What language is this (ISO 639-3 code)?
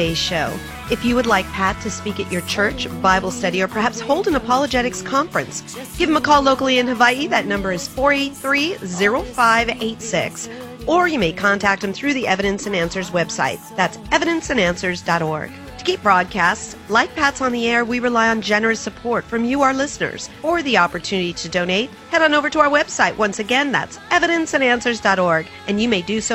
eng